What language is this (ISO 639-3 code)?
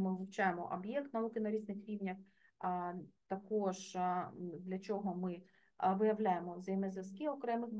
ukr